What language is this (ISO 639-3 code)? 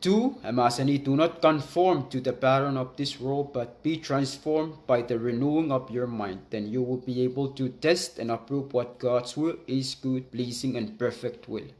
pon